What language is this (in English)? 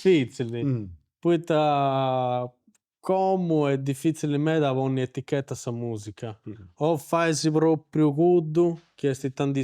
Sardinian